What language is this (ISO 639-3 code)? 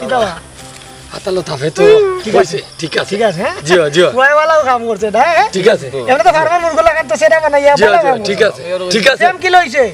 syl